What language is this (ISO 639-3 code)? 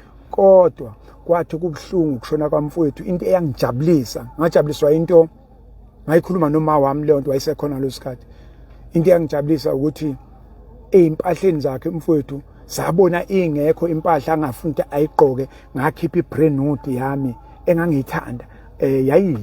zul